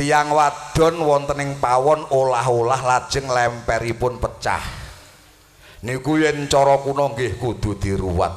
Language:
Javanese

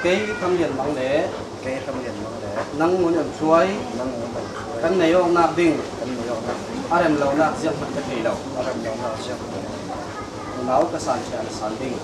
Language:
Falam Chin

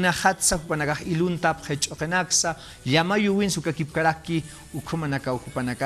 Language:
Aymara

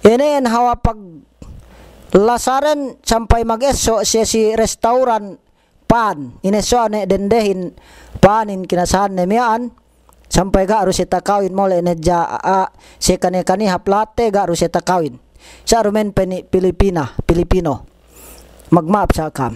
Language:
Yakan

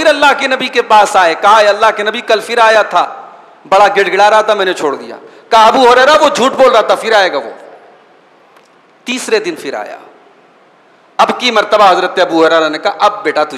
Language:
Hindi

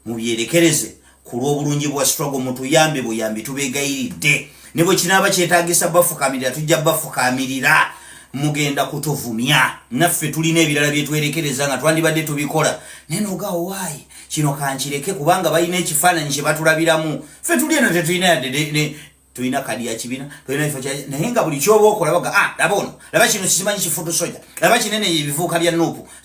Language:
Ganda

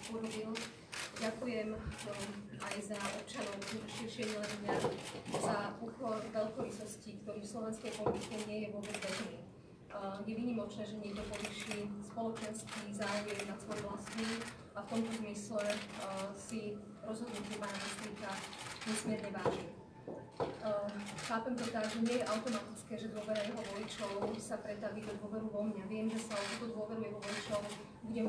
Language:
Slovak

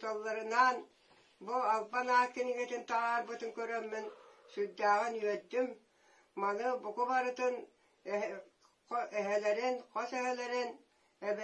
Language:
Yakut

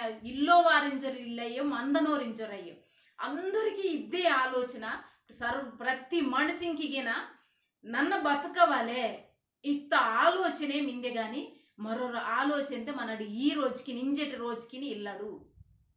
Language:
Koya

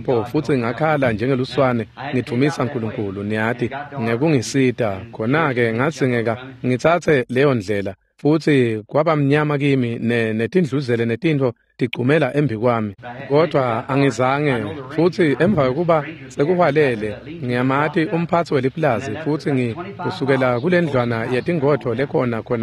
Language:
Swati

